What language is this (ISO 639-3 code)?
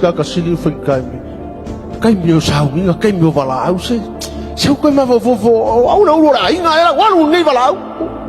smo